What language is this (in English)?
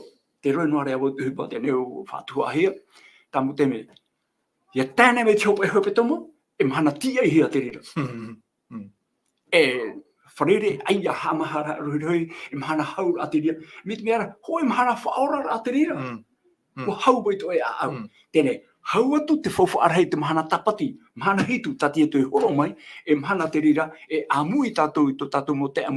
Tahitian